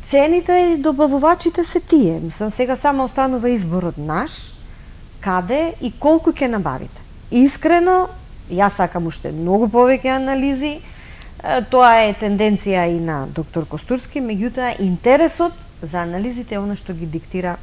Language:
Macedonian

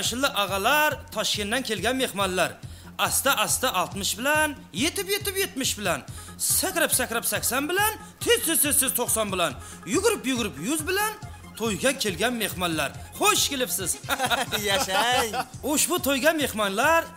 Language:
Kara-Kalpak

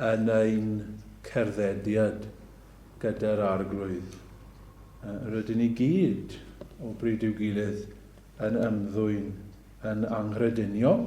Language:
Welsh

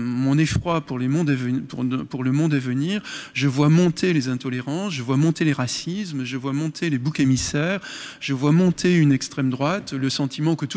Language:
French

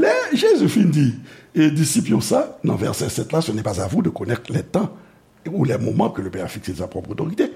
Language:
Haitian Creole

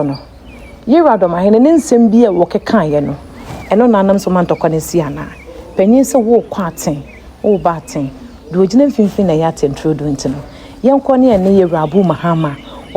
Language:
Akan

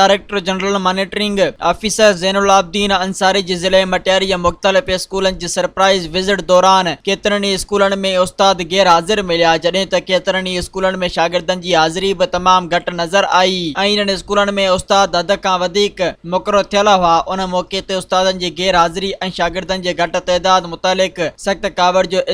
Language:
Sindhi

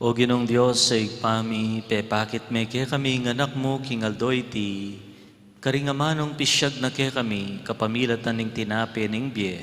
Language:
Pampanga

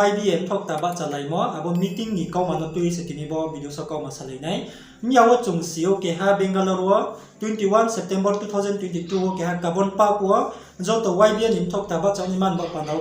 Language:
Riang (India)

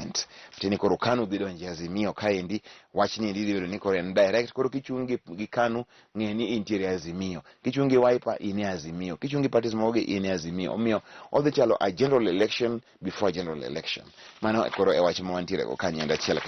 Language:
Luo (Kenya and Tanzania)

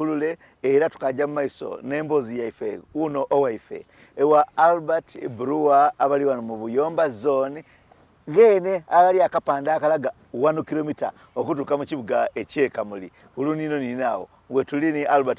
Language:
Soga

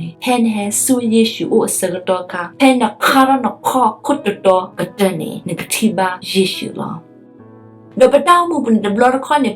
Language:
S'gaw Karen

